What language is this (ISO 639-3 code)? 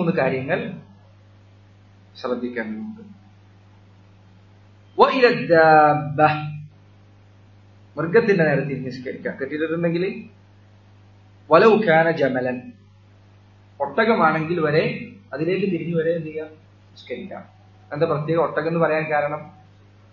mal